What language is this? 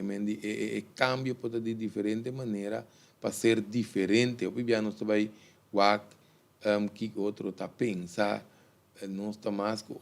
Papiamento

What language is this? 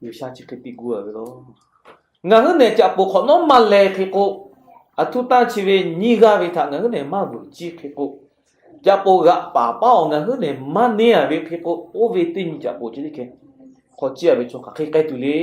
Lahu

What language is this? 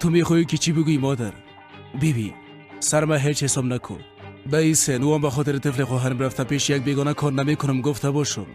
Persian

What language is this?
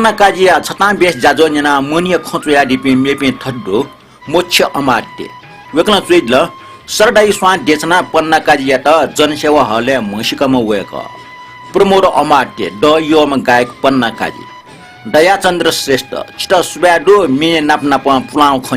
Newari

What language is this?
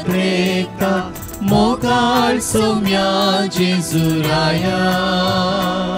Konkani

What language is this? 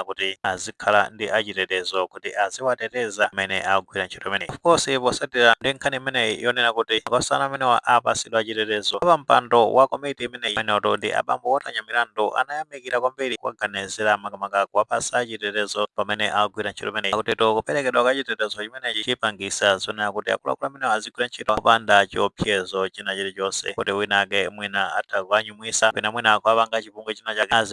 Nyanja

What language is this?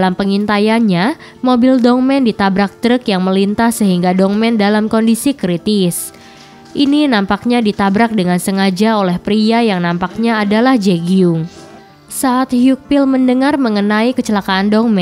Indonesian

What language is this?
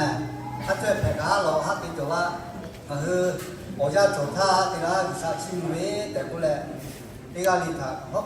Lahu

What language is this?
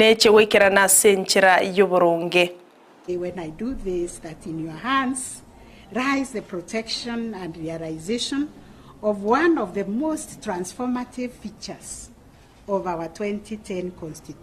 Gusii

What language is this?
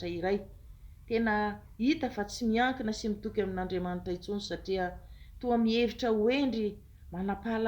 Malagasy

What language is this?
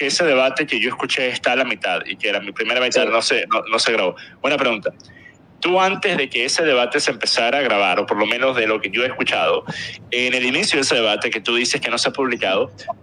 Spanish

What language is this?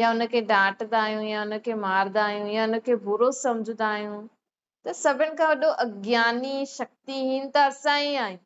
Sindhi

